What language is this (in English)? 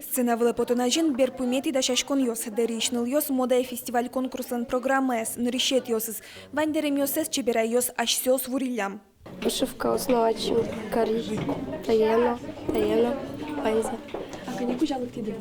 Udmurt